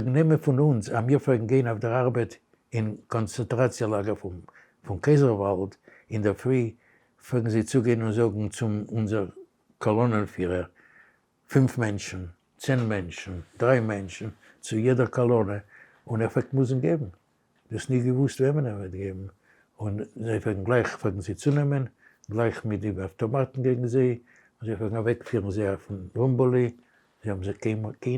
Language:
Yiddish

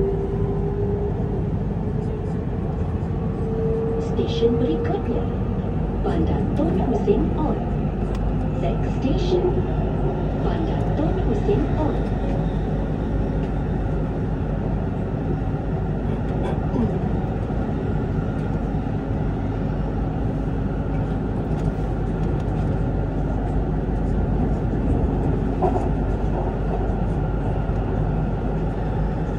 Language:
Malay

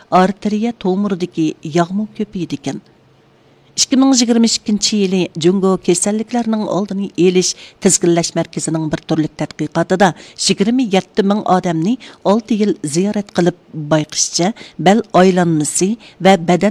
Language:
Uyghur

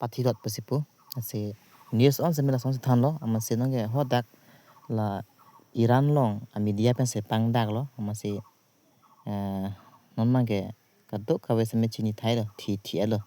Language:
Karbi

